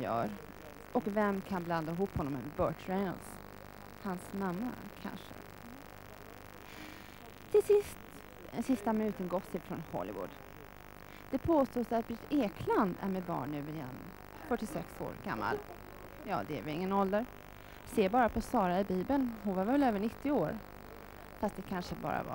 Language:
Swedish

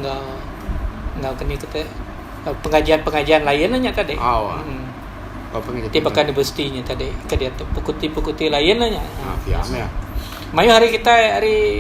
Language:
Iban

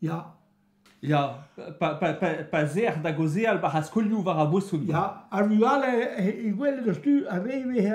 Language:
Breton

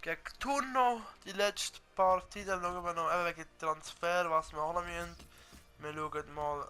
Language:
Swiss German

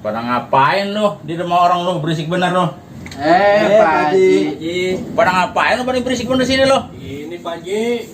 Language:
Betawi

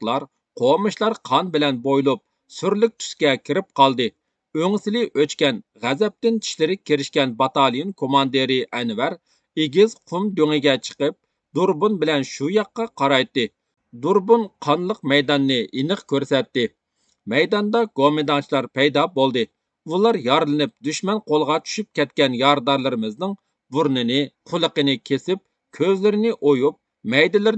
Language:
Uyghur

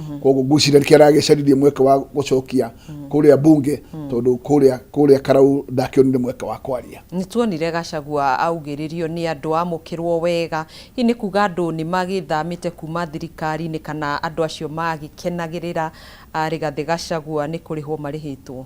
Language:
Kikuyu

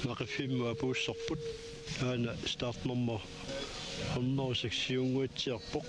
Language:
Kalaallisut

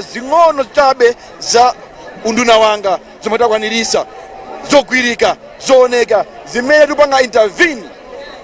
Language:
Nyanja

